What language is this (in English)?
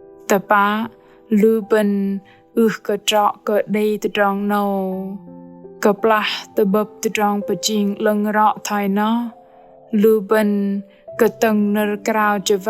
Bahnar